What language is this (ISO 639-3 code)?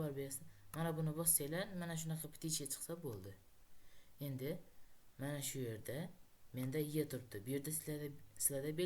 uzb